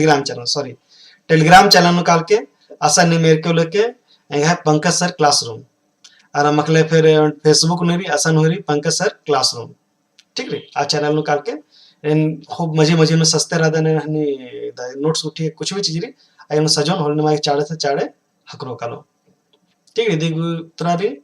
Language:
Kurukh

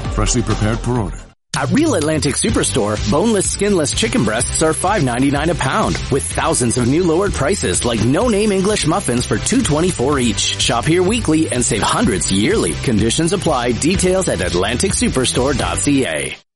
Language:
English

